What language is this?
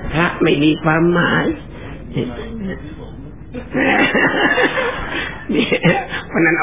Thai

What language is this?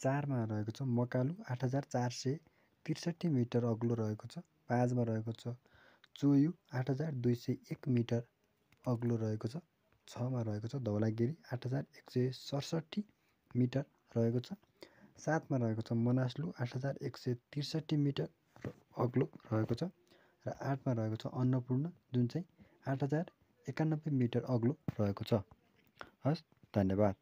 Nepali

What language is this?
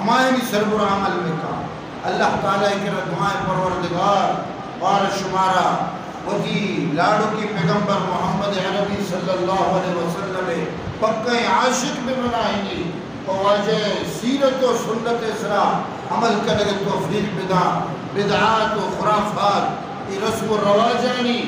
Eastern Balochi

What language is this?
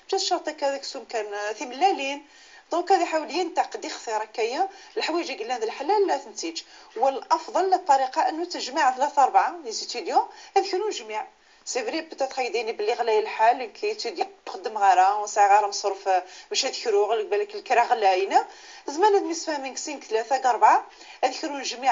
Moroccan Arabic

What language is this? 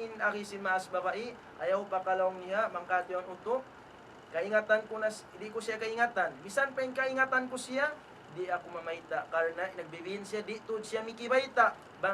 Tausug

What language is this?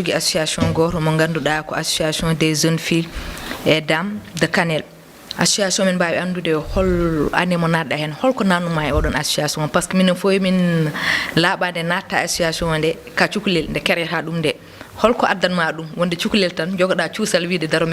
Fula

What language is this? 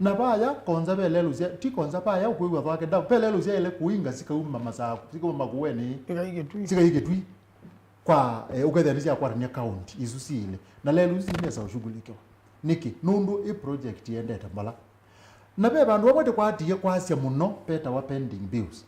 Kamba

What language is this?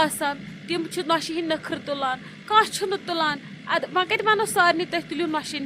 Kashmiri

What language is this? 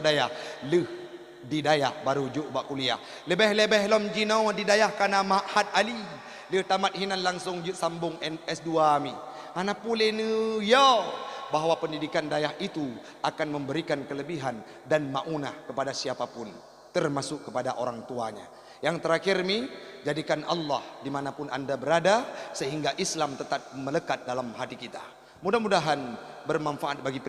Achinese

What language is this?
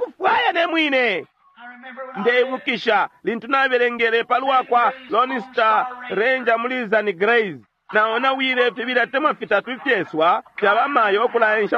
Bemba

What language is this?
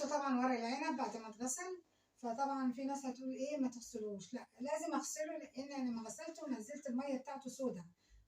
Egyptian Arabic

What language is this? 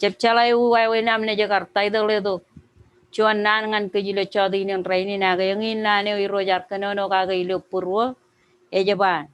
Marshallese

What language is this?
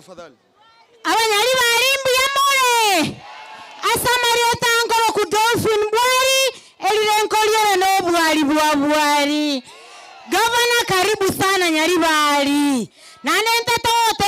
Gusii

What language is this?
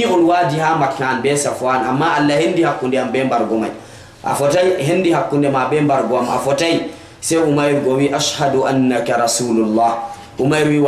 Fula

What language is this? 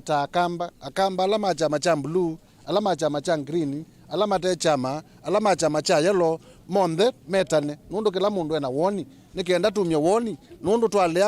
Kamba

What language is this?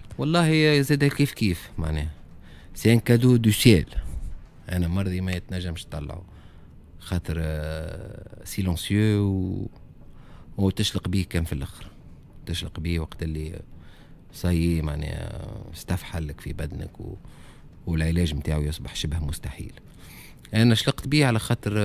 Tunisian Arabic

